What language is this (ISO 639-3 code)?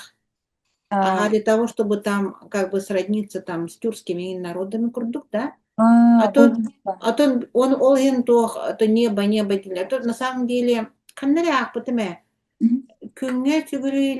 sah